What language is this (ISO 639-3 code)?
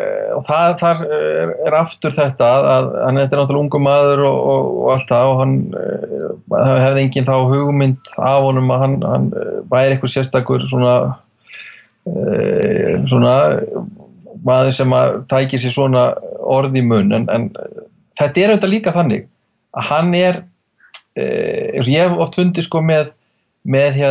isl